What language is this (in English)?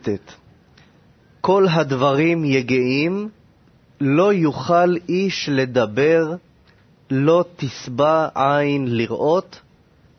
Hebrew